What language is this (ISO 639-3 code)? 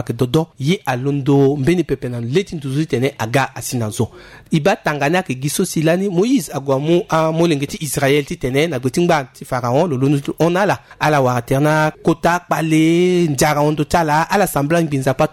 sag